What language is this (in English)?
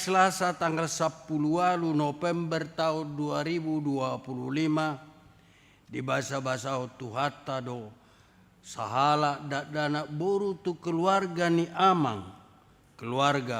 Batak Toba